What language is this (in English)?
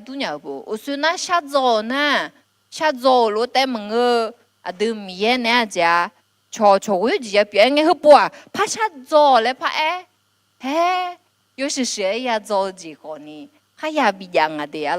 Akha